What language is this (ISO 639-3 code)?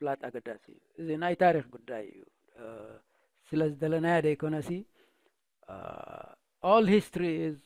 tir